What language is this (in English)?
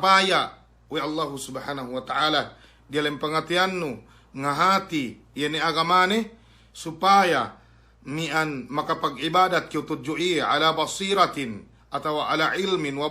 Yakan